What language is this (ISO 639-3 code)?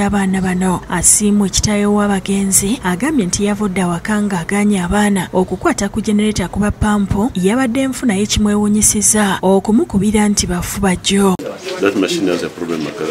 lug